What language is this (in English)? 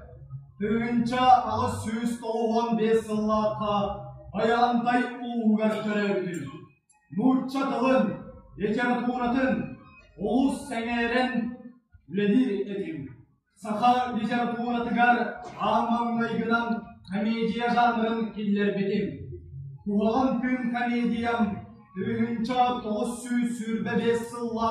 Yakut